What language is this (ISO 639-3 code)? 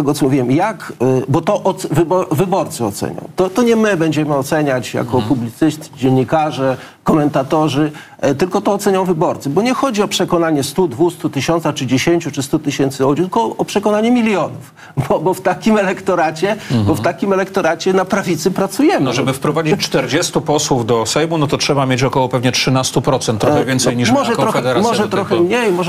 pol